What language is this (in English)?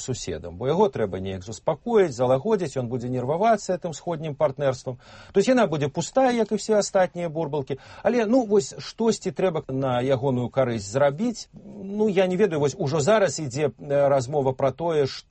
Belarusian